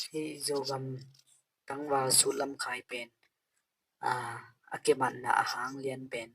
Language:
Tedim Chin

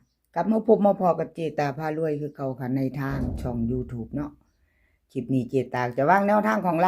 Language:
Northeastern Thai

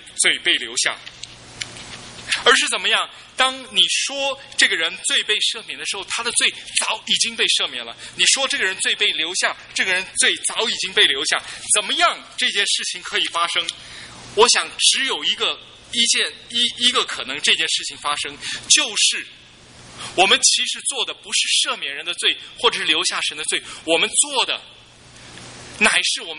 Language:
Chinese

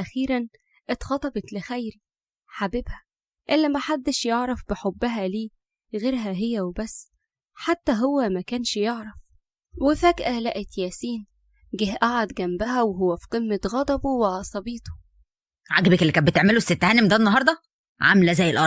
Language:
Egyptian Arabic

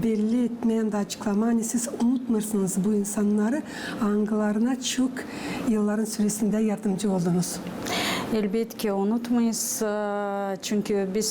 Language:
Gagauz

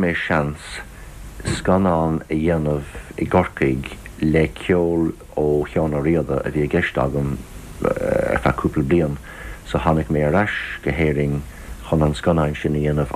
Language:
Irish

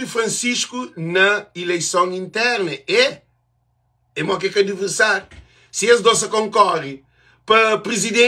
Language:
Kabuverdianu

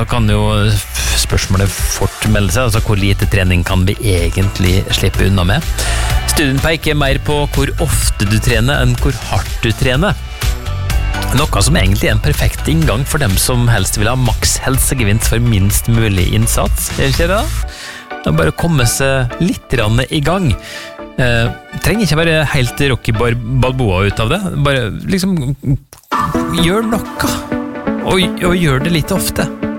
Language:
Norwegian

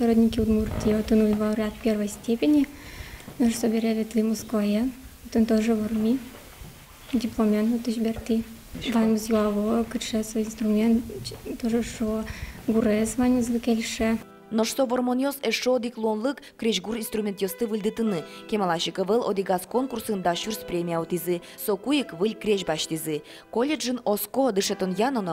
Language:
Udmurt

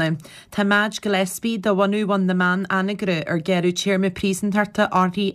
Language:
Irish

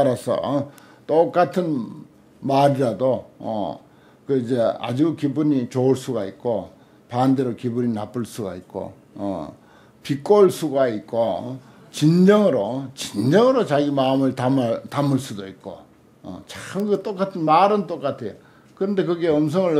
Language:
Korean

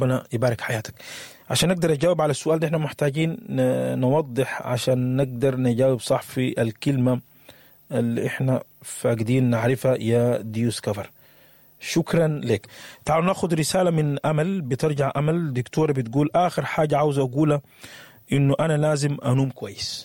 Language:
Sudanese Arabic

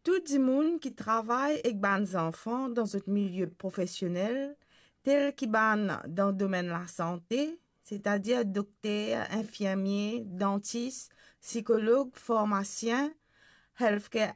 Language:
Morisyen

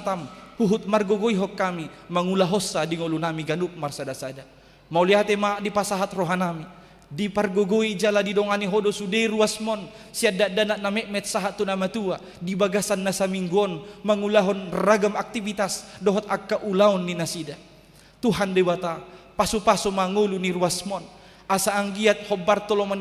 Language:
Batak Toba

